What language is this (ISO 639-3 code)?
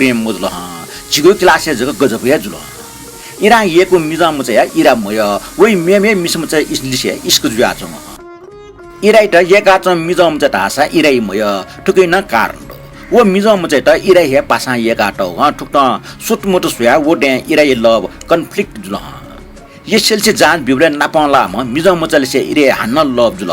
new